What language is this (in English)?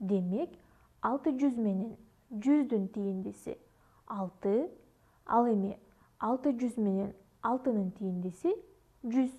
Kyrgyz